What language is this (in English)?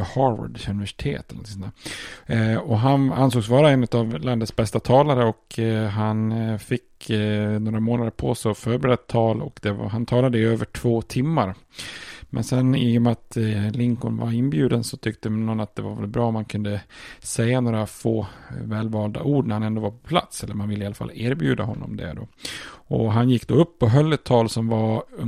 Swedish